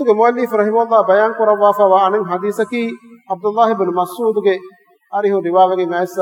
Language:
Divehi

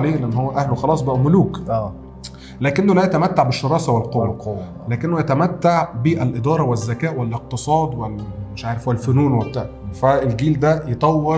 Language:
Egyptian Arabic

